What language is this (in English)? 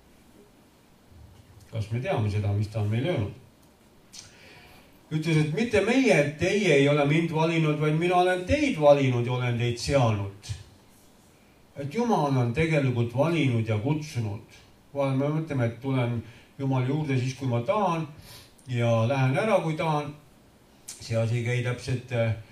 Estonian